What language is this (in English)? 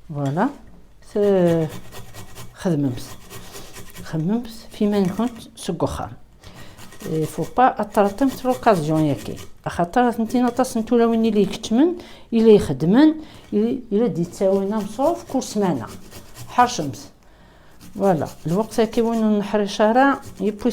Kabyle